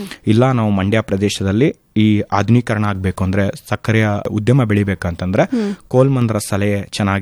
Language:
Kannada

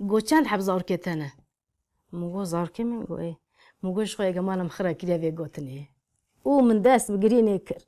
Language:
Kurdish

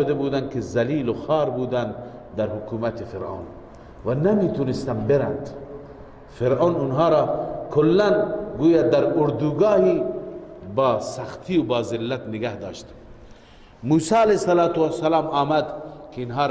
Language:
Persian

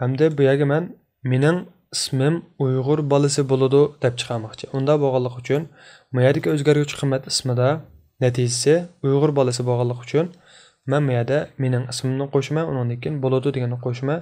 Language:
Uyghur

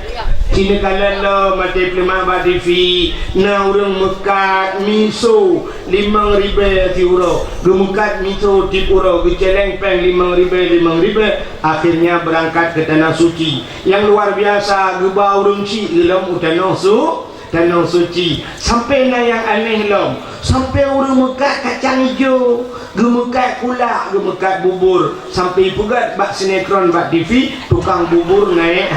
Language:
Achinese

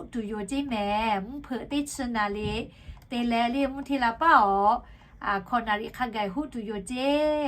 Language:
Lahu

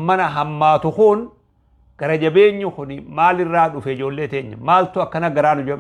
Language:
Oromo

